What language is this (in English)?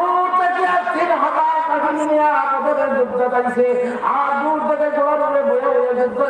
Sylheti